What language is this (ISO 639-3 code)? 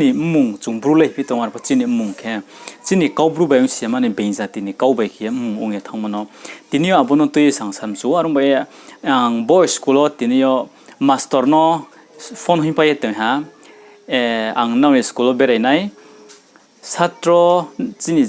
ria